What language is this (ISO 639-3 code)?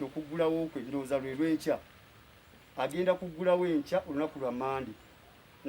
lug